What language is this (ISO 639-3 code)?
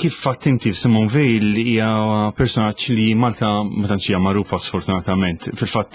mlt